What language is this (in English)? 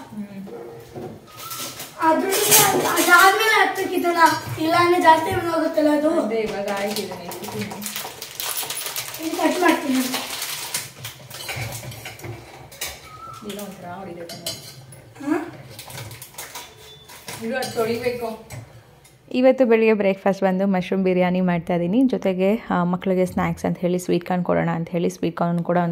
Kannada